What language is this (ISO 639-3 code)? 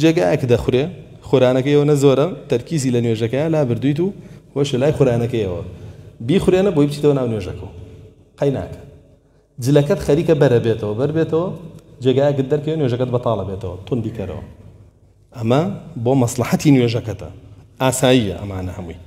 ckb